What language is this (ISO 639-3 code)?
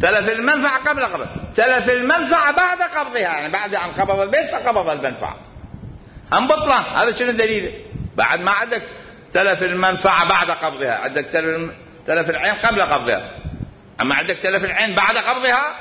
acm